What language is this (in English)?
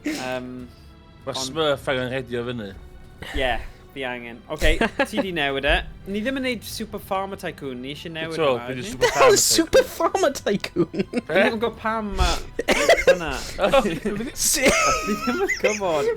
Welsh